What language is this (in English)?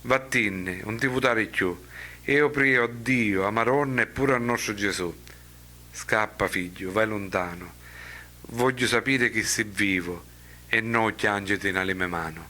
Sicilian